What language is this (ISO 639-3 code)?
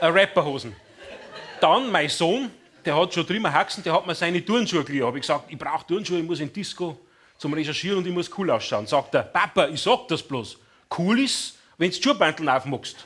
bar